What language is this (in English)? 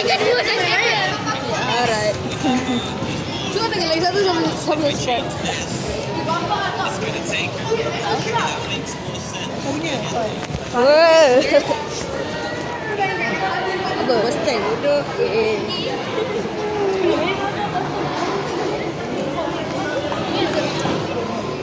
Malay